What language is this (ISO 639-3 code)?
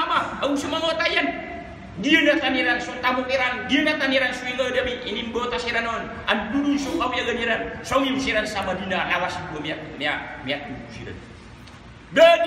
mrw